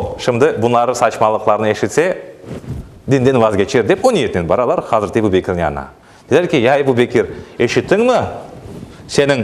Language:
Crimean Tatar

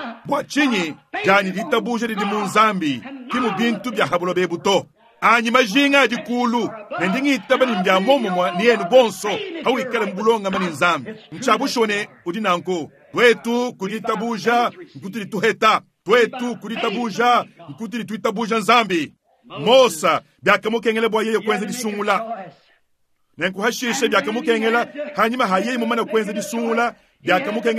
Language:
Luba-Lulua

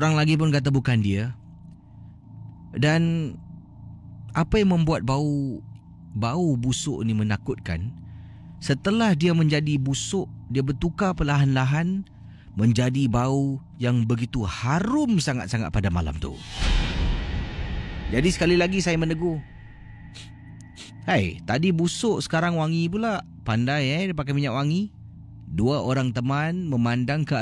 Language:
Malay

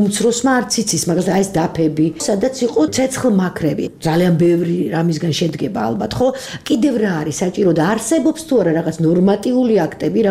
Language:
Georgian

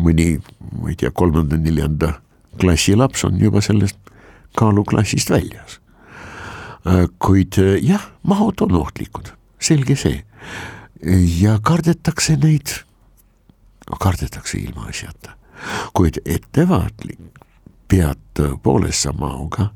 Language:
Estonian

